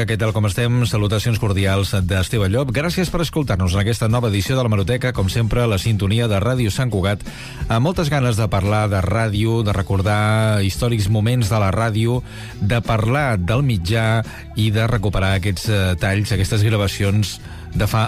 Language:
Catalan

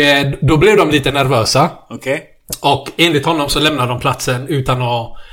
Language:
Swedish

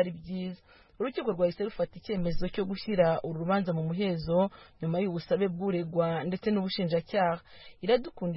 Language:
Kinyarwanda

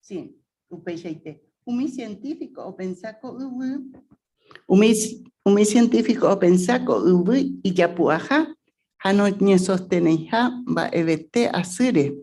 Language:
Guarani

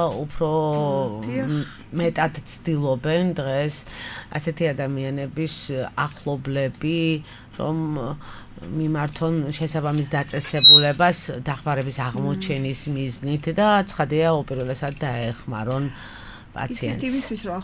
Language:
Georgian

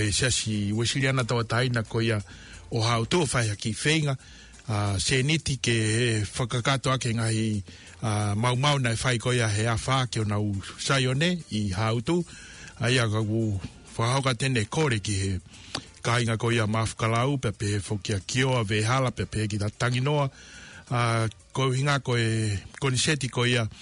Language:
Tongan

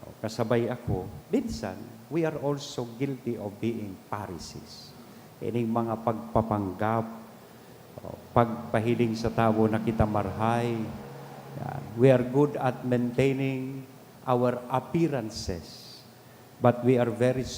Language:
Bikol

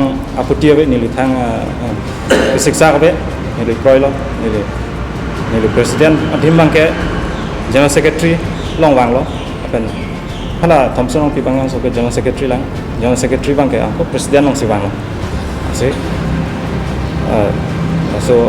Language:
Karbi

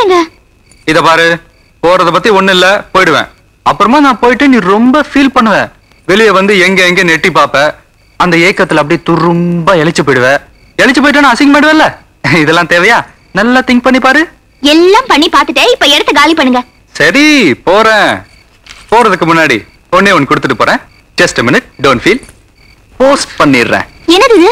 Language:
Tamil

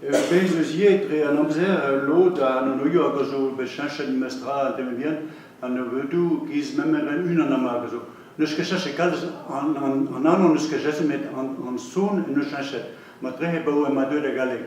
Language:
Breton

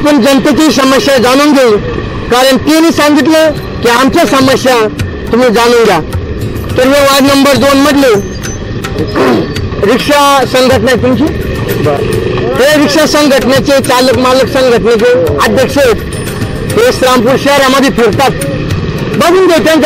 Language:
Marathi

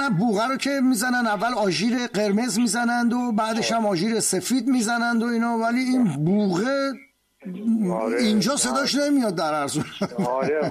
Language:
Persian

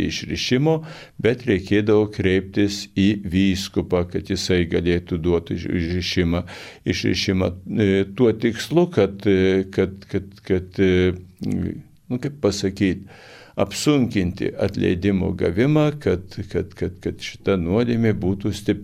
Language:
Lithuanian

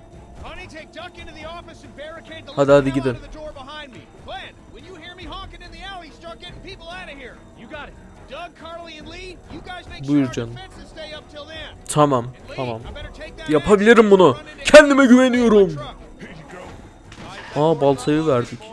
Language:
Turkish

